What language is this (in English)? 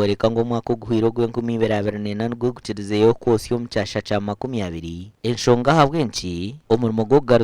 Nyankole